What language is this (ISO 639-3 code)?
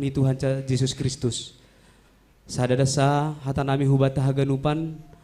bts